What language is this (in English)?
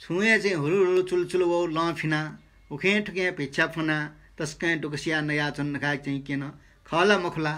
Newari